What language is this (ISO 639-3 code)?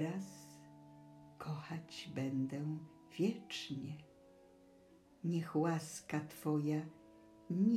pol